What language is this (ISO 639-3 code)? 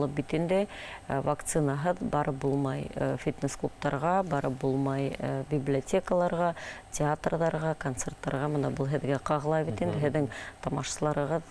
bak